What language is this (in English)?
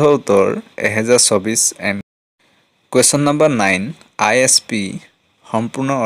Assamese